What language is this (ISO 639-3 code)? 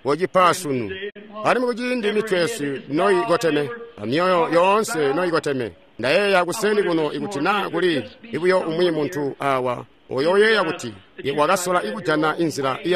toi